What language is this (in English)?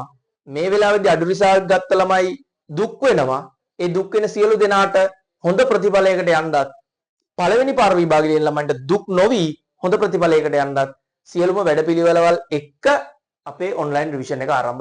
Sinhala